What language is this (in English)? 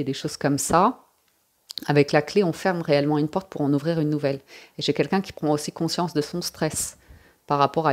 French